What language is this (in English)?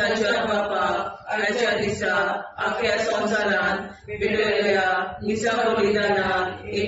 Konkani